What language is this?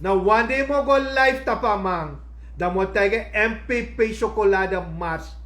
Sranan Tongo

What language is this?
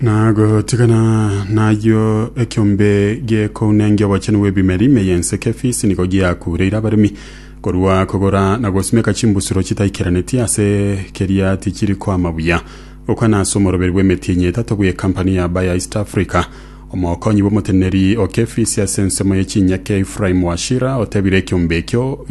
Gusii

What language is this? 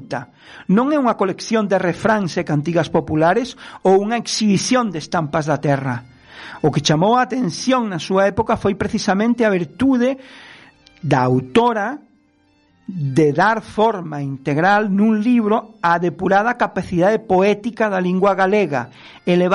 Galician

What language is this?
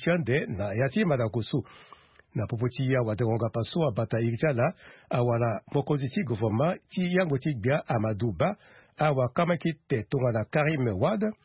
Sango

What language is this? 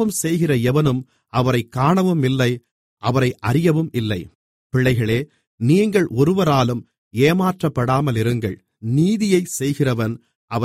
Tamil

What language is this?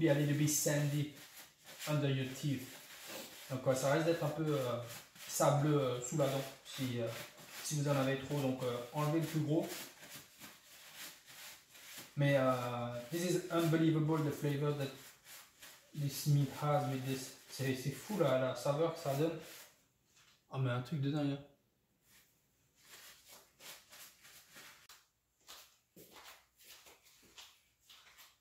French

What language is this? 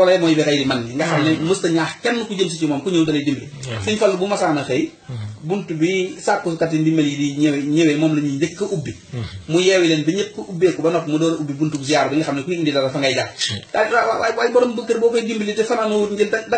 Wolof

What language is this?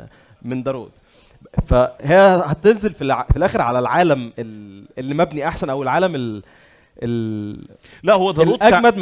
Egyptian Arabic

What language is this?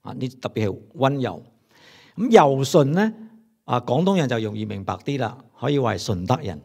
Cantonese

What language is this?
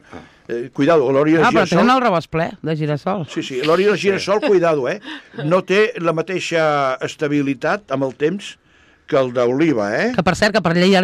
Catalan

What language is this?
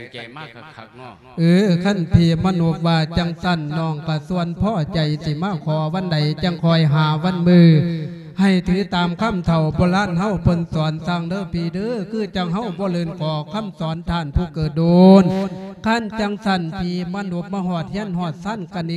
Lao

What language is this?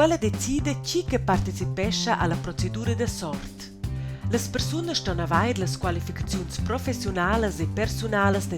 Romansh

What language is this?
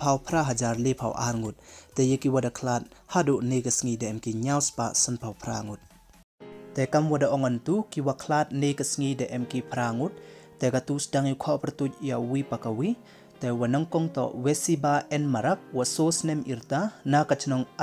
Pnar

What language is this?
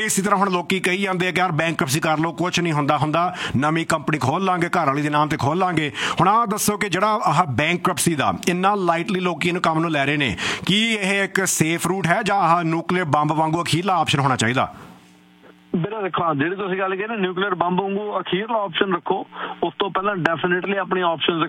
Punjabi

